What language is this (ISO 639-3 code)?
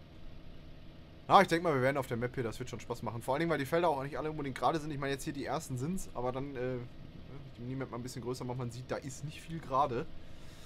deu